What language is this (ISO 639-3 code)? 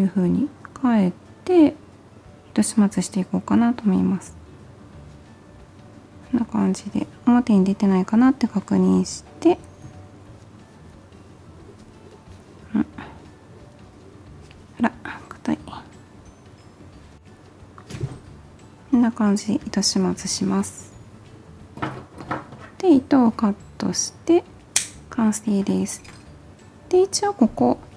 jpn